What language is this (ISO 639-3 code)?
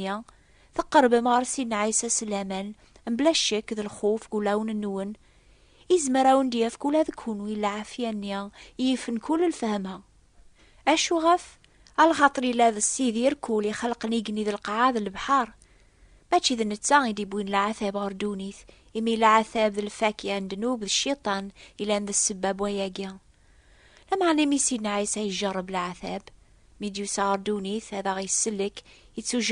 kab